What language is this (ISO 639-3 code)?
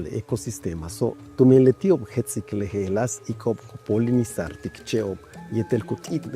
yua